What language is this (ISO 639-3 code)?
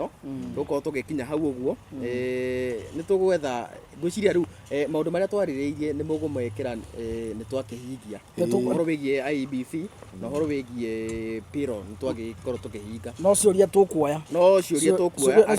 kik